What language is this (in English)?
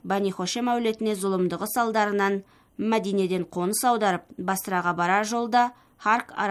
Kazakh